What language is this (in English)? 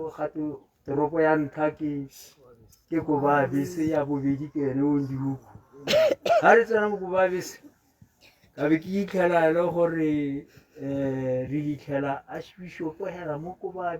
Tswana